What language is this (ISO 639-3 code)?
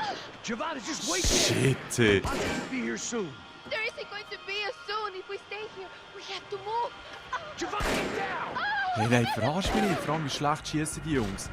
gsw